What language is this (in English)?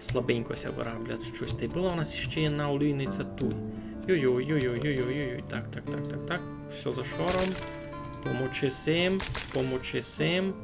Rusyn